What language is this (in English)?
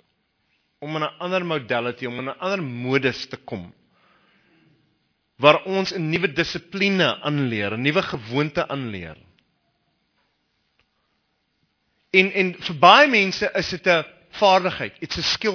Afrikaans